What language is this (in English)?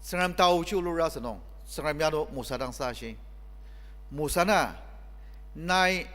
Ao Naga